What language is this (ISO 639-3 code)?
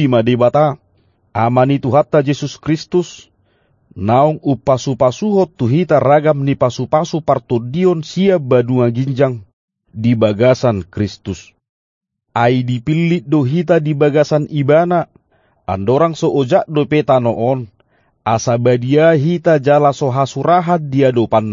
bbc